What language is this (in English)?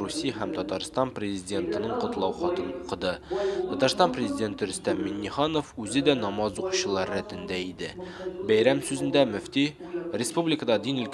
Tatar